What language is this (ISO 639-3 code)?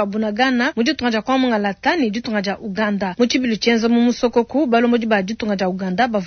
lua